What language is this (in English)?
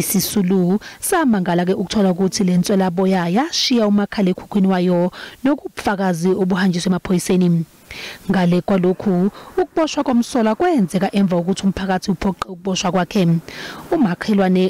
Zulu